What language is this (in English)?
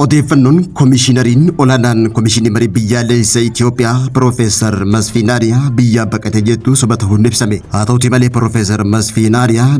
Oromo